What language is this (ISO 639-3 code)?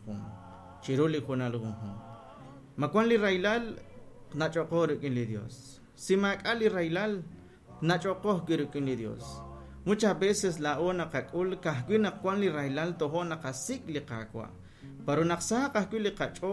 kek